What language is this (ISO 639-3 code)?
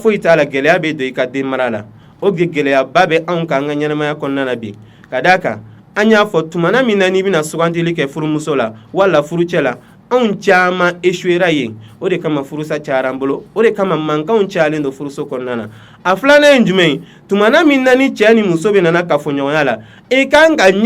bam